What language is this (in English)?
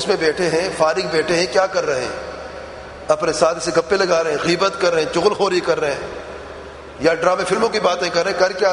Urdu